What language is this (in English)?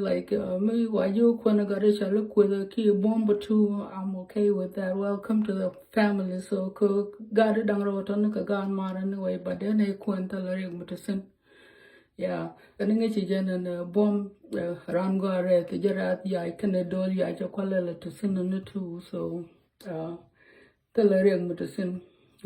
Nuer